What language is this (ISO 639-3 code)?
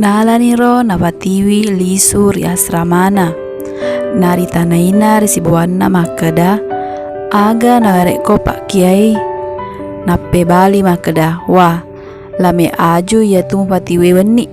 bug